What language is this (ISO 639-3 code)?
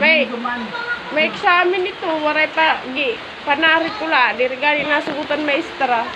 war